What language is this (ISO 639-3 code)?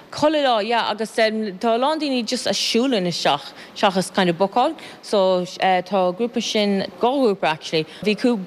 gle